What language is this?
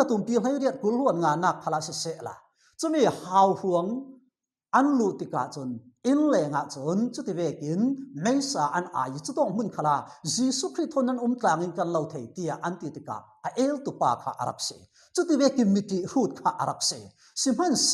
Falam Chin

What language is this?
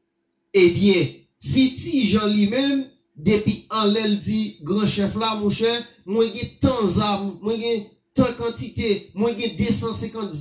Haitian Creole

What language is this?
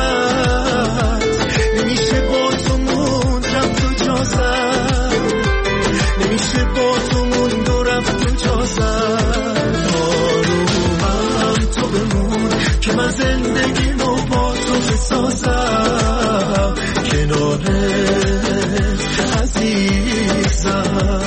Persian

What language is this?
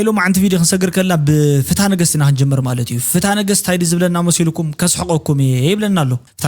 Tigrinya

